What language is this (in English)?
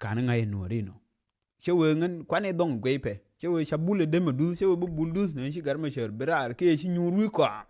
Nuer